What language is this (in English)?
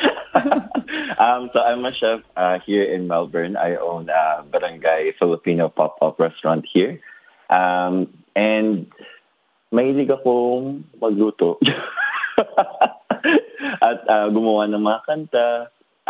Filipino